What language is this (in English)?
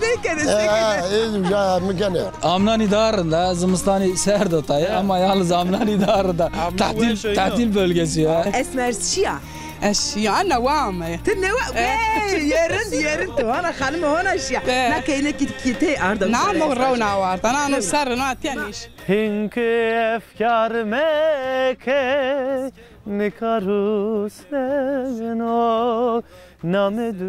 Zaza